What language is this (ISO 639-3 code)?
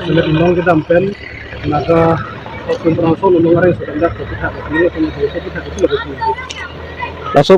mjw